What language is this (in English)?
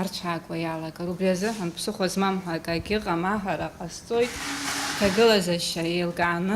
Abkhazian